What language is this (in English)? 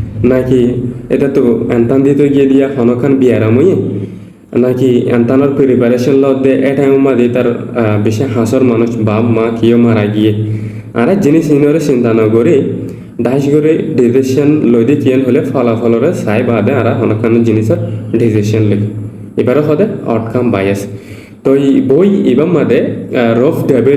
Rohingya